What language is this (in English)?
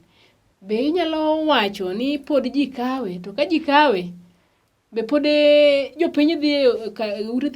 Luo (Kenya and Tanzania)